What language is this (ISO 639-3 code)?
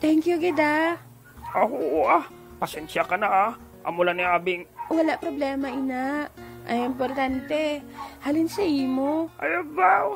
hil